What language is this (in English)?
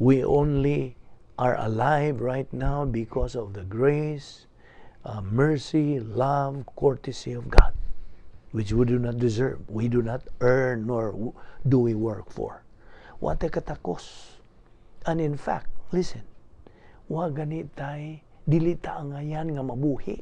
Cebuano